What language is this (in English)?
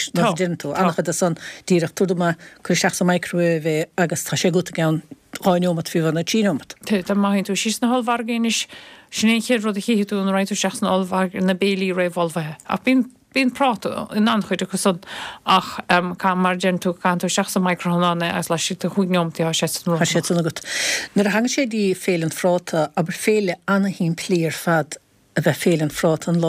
Irish